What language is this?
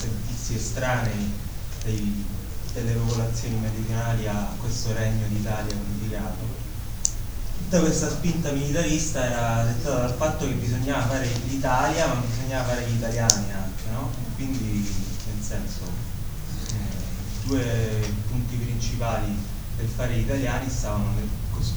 Italian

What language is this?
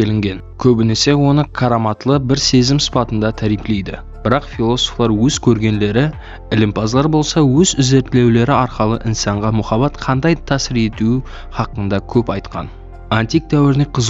Kara-Kalpak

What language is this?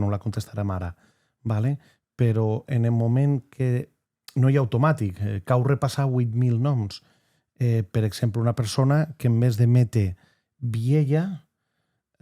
Occitan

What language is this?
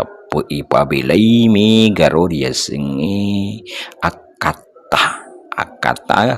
Buginese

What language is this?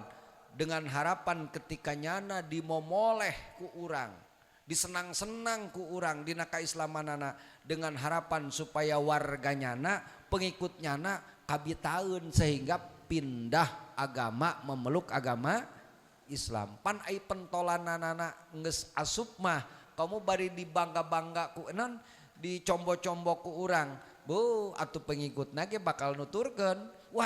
Sundanese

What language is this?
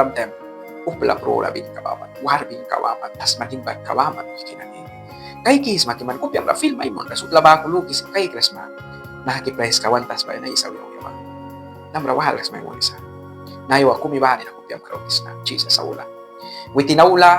Mískito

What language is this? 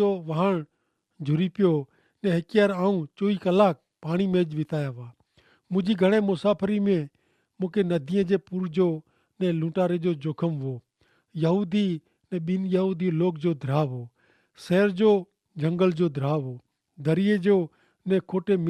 Kachhi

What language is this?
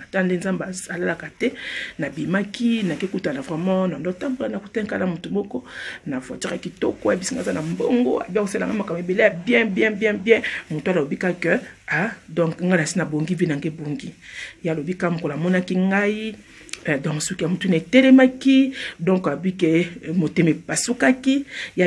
Lingala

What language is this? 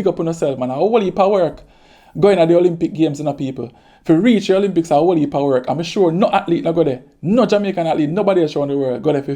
Jamaican Creole English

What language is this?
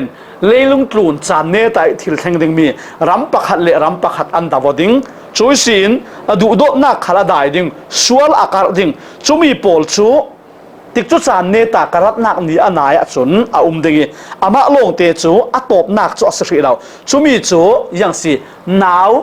Falam Chin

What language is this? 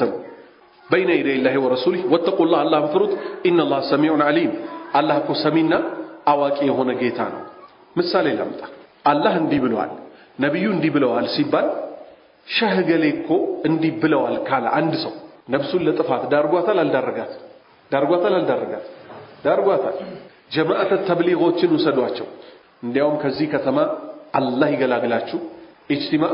Amharic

